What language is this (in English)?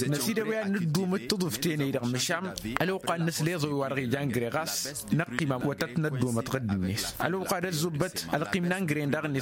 Tamasheq